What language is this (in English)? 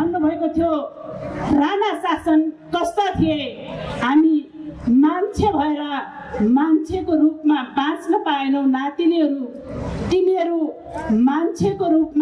Nepali